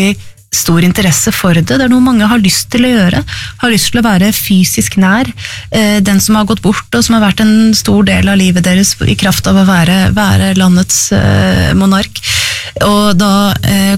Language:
Norwegian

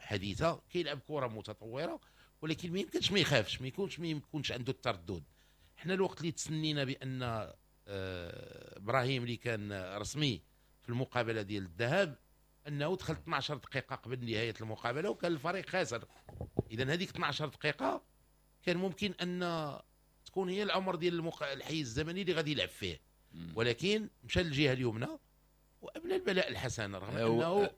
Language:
Moroccan Arabic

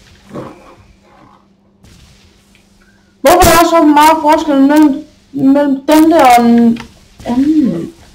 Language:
Danish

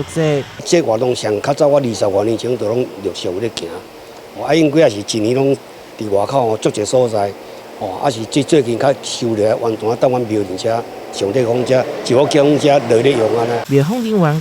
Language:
Min Nan Chinese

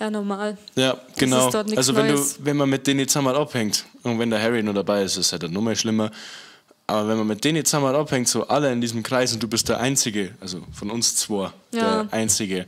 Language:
Bavarian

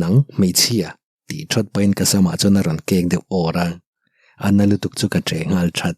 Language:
Mizo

